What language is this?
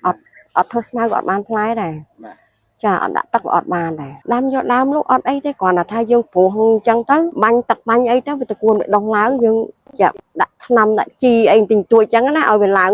Khmer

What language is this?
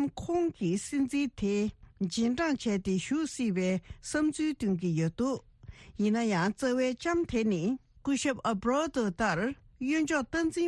Tibetan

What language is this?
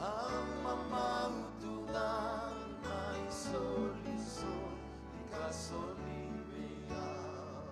Fijian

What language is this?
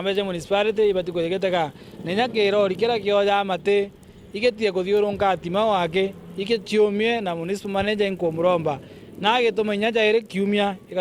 Meru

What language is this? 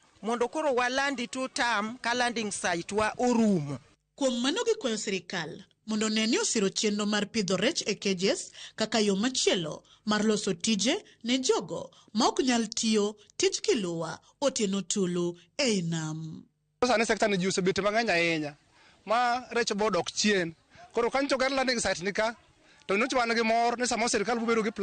Luo (Kenya and Tanzania)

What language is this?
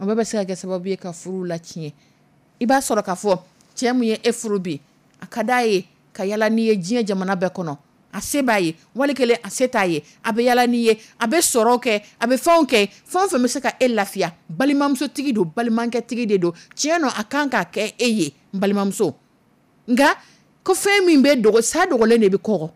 Dyula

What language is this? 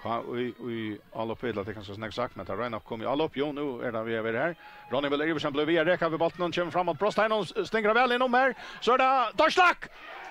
Faroese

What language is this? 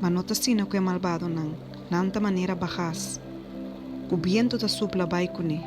Papiamento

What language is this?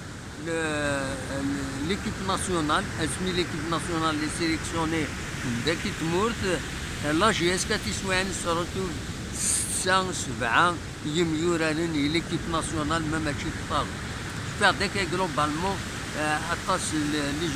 Kabyle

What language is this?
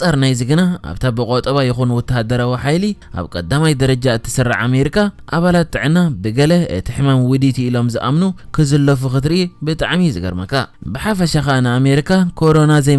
Tigrinya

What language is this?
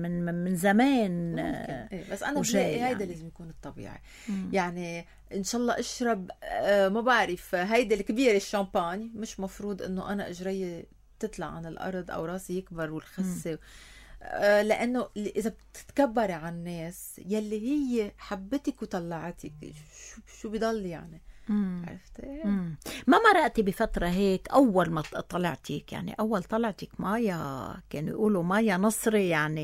North Levantine Arabic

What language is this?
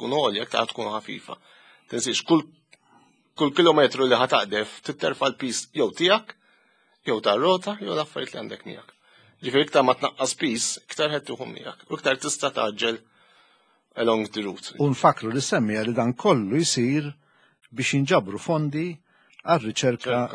Maltese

